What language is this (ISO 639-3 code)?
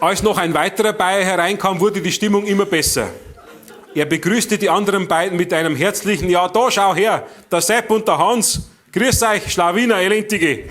bar